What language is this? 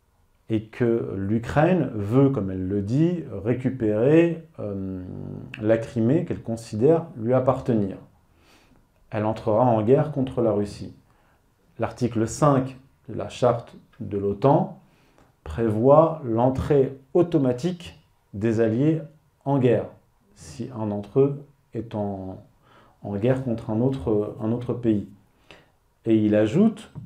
French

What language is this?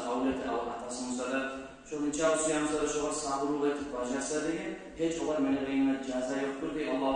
Kumyk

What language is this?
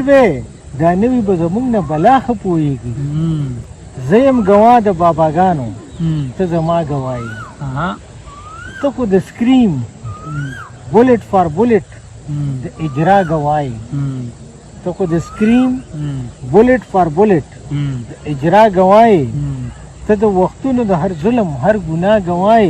Pashto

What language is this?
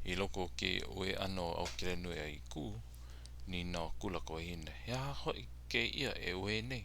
Hawaiian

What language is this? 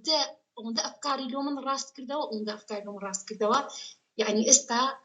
Central Kurdish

